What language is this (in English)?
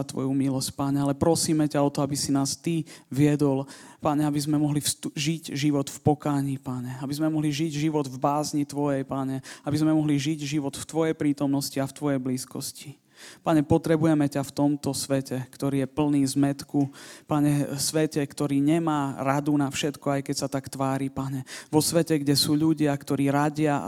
Slovak